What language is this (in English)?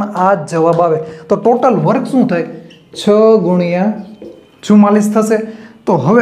Gujarati